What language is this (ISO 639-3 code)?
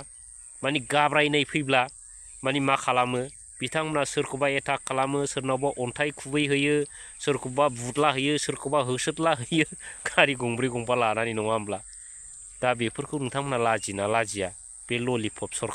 brx